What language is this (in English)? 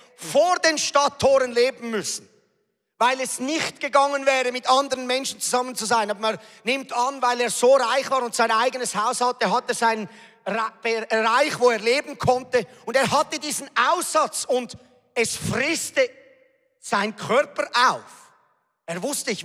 Swiss German